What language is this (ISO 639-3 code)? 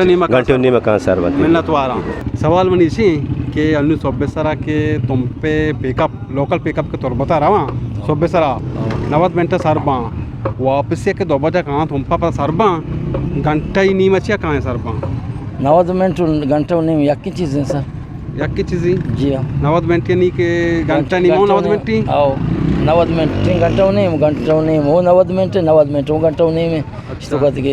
bgp